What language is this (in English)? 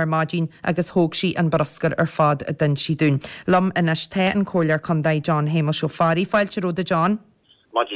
Irish